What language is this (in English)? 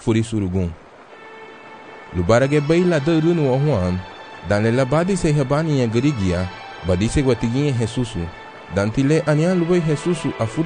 Garifuna